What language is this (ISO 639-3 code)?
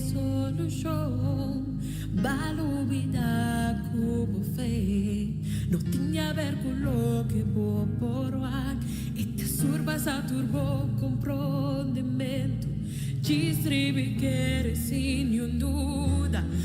pap